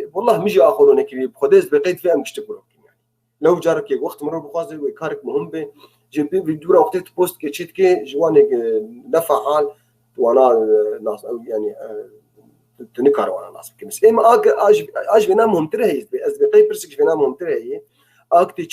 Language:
North Levantine Arabic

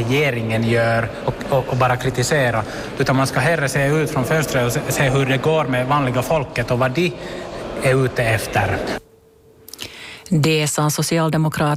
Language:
Swedish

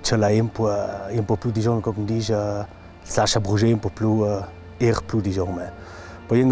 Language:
Ladin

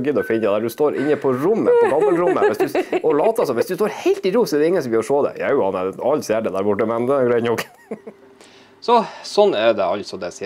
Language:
Norwegian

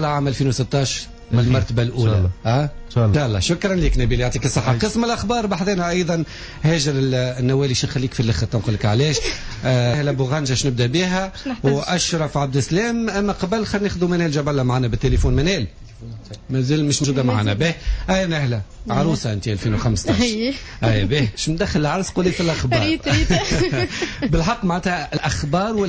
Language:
Tunisian Arabic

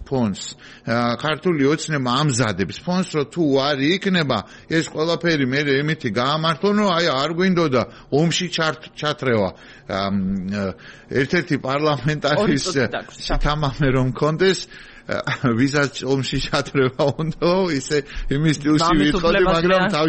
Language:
Georgian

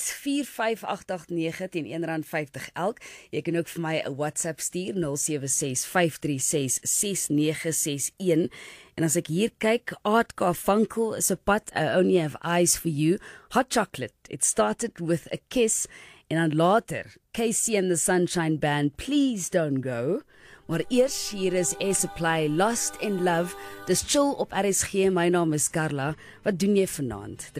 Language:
Afrikaans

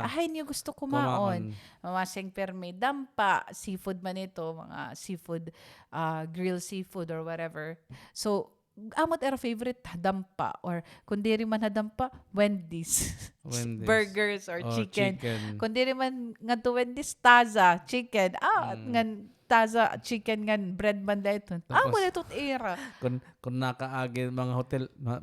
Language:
Waray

